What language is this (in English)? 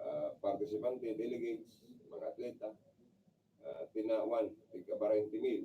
Bikol